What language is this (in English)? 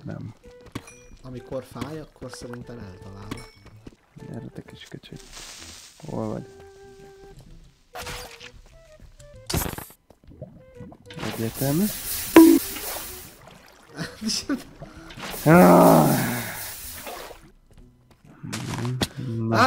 Hungarian